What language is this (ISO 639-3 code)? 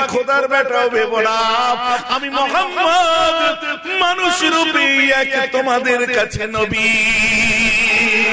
ben